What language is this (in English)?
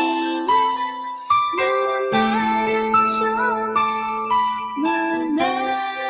Akha